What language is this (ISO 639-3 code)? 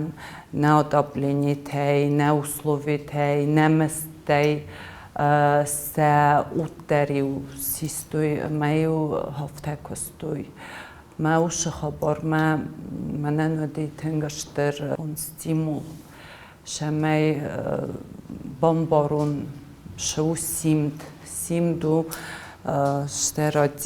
oss